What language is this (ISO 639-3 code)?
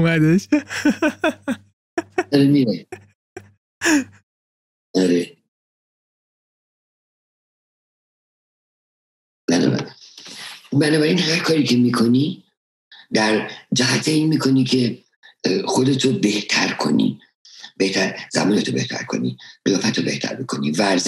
fas